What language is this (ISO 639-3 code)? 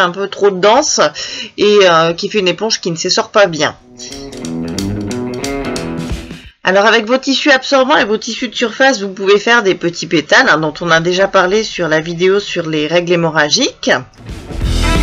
fra